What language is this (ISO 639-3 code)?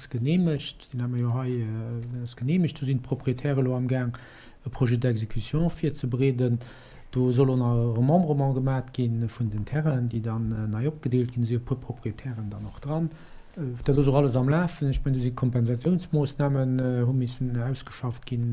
ltz